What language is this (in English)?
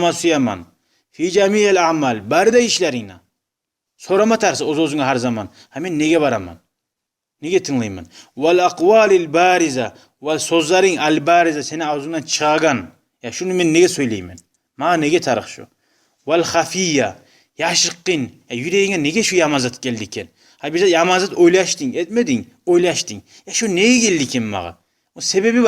Kumyk